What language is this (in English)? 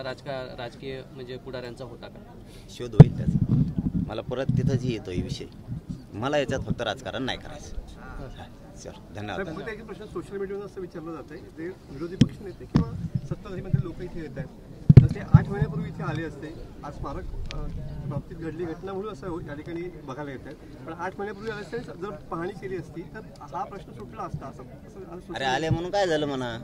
Marathi